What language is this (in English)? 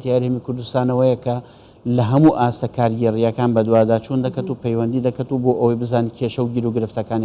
Central Kurdish